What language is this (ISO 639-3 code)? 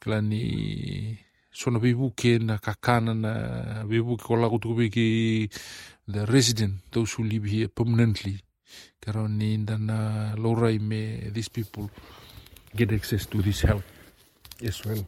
fij